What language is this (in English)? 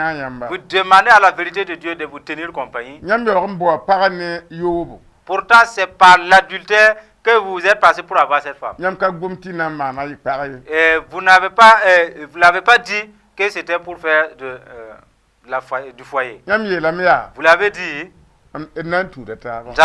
Mossi